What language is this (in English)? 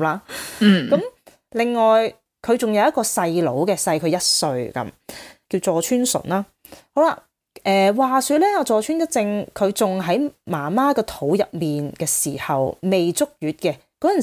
Cantonese